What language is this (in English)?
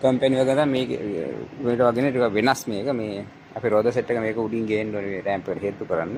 Sinhala